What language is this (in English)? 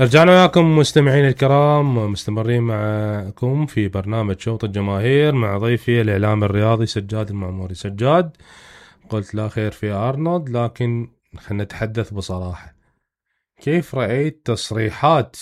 Mesopotamian Arabic